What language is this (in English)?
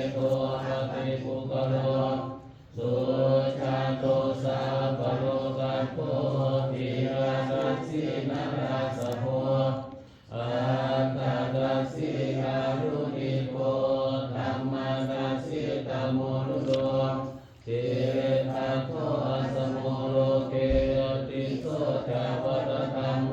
Pali